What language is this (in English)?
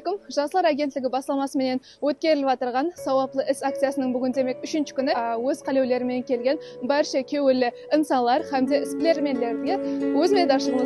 Kara-Kalpak